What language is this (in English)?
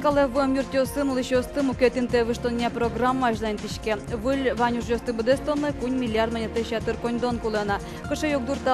Udmurt